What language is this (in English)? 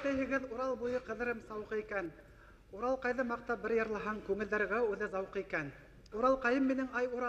Bashkir